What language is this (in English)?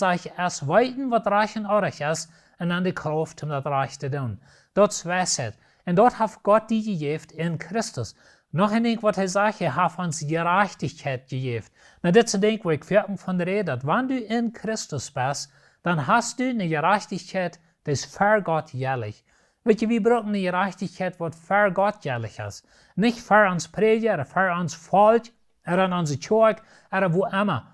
Plautdietsch